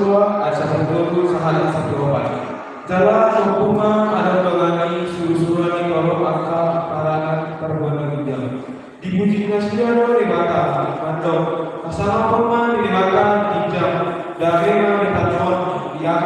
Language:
Batak Toba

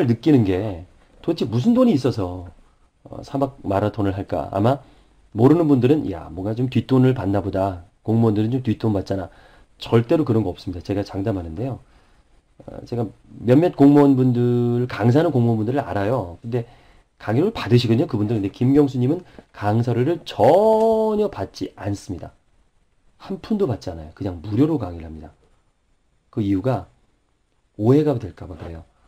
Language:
Korean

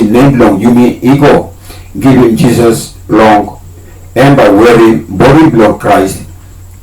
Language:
Tok Pisin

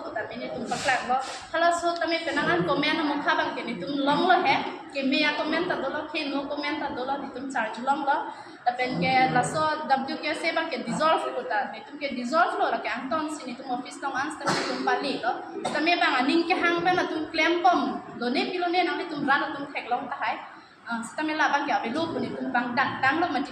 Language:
Karbi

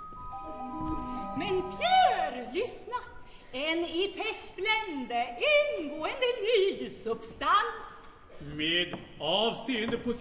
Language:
Swedish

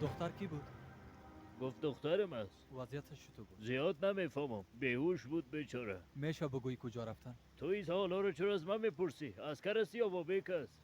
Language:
Persian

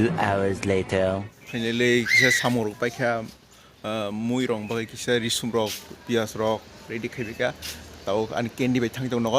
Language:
Kok Borok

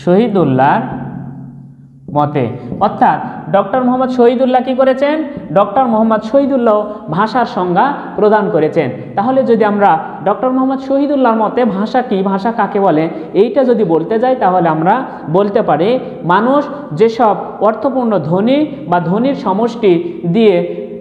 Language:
Bangla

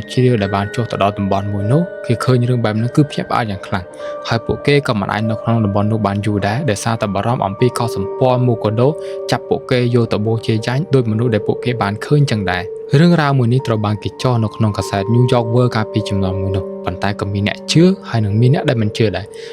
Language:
Khmer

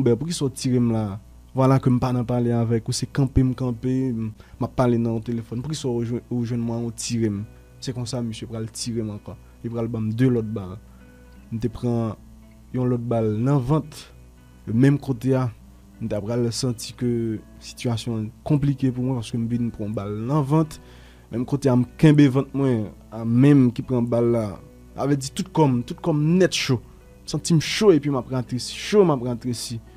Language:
Haitian Creole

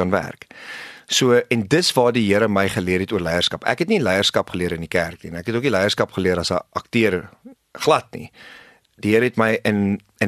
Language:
Afrikaans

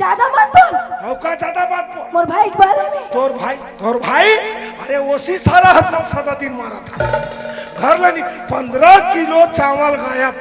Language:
Chhattisgarhi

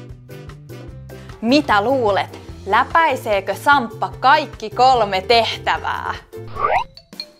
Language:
Finnish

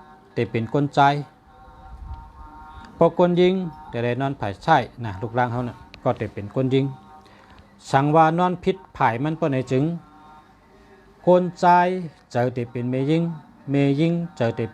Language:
Shan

